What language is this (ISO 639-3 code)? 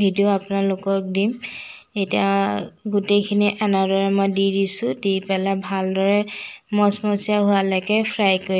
asm